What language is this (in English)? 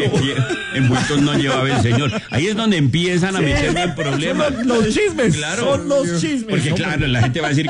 Spanish